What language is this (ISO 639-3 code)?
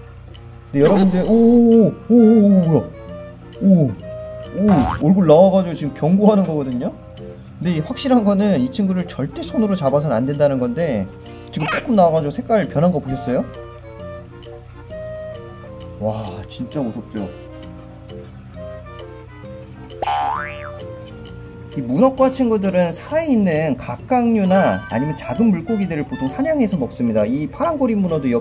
kor